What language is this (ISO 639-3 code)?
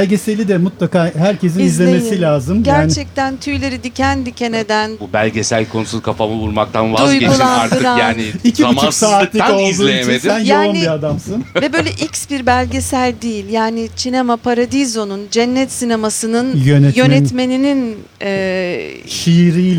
tur